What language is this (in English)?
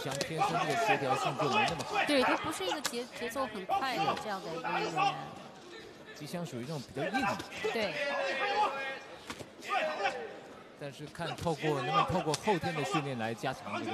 Chinese